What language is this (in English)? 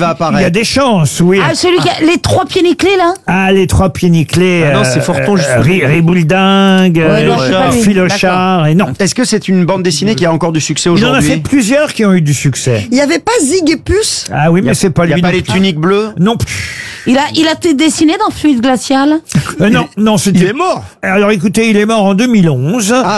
French